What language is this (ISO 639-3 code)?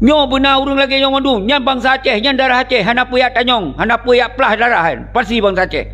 ace